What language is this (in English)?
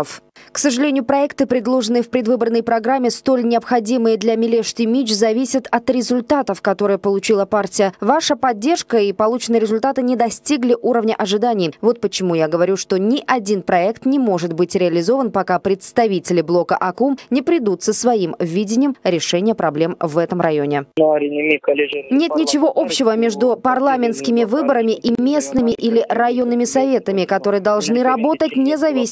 Russian